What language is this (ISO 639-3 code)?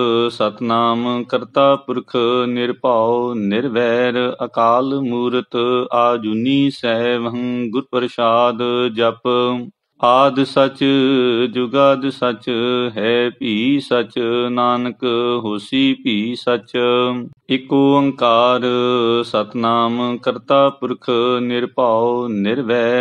pan